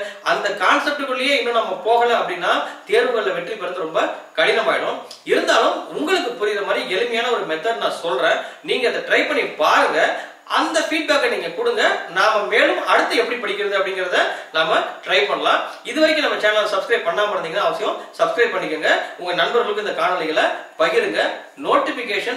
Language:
Tamil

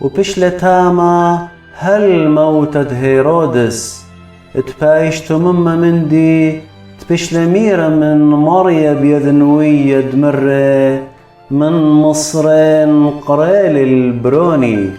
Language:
Assyrian Neo-Aramaic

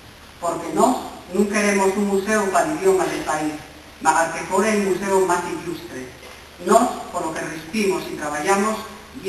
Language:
Asturian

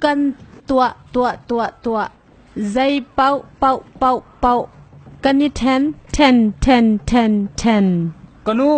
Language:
Hakha Chin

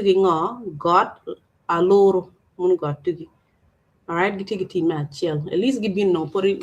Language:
Acoli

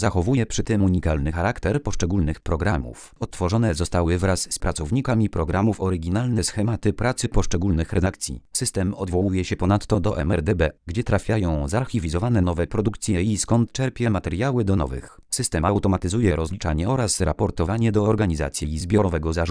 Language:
Polish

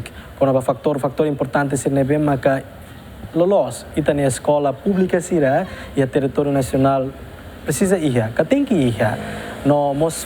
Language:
Tetum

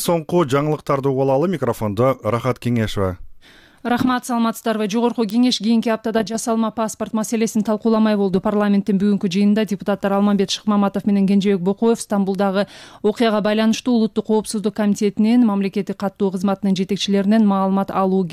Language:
Kyrgyz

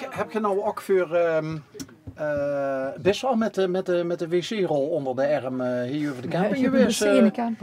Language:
Limburgish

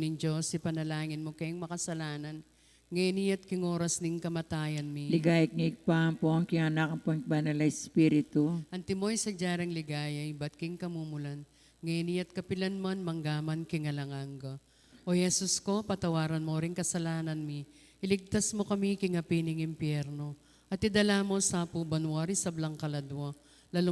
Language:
Pampanga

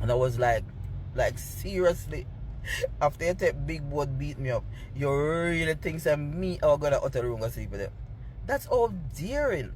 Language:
Jamaican Creole English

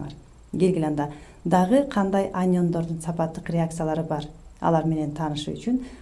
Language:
Kyrgyz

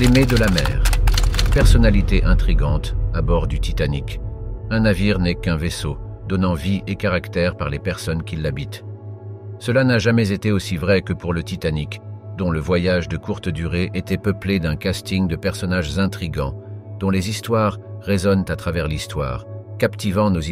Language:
French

